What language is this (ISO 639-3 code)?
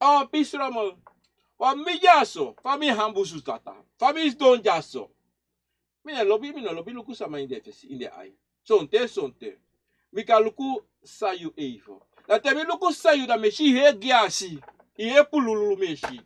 srn